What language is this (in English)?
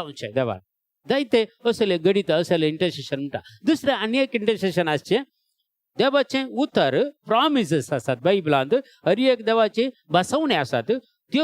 Konkani